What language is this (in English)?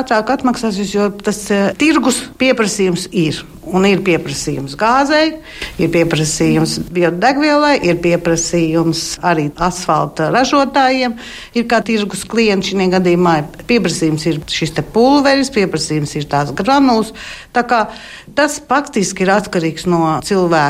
Latvian